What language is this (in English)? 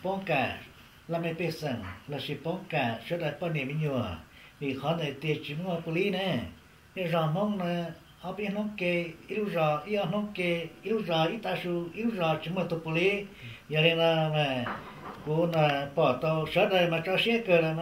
Hmong